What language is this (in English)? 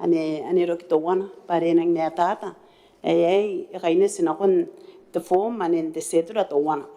Gilbertese